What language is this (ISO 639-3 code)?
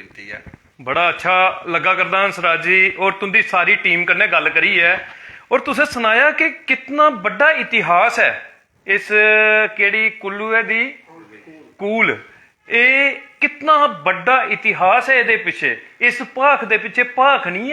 doi